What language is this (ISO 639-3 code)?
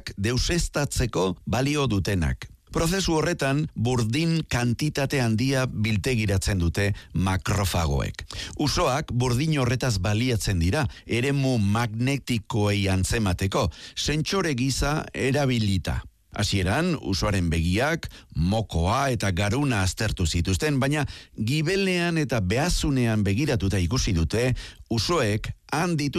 eus